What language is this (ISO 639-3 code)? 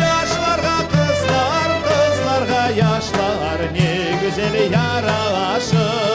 crh